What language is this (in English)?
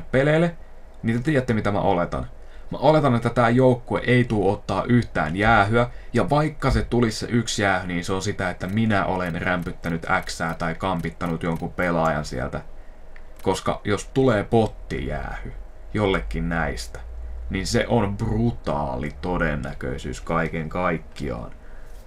Finnish